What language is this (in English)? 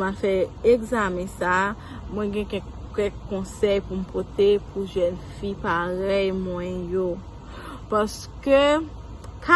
Haitian Creole